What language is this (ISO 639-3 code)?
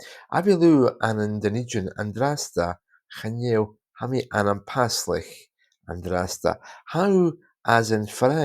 gla